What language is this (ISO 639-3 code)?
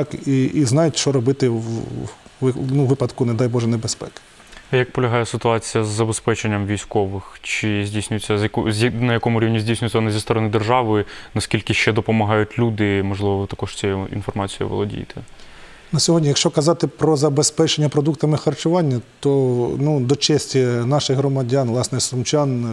ukr